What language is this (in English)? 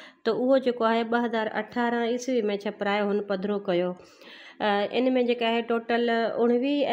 Sindhi